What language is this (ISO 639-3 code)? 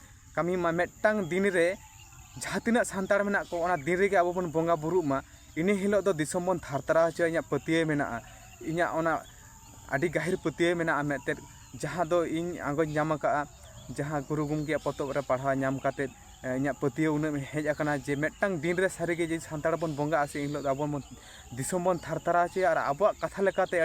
sat